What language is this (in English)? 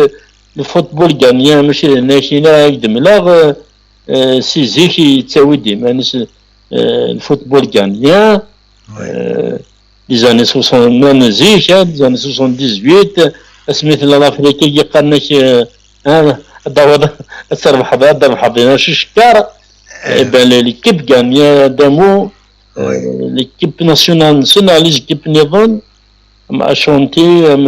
Kabyle